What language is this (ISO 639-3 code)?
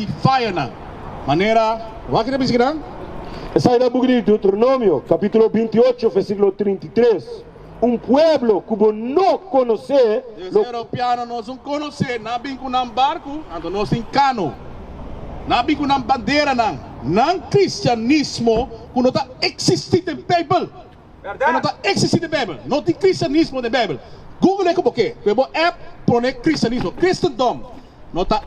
pap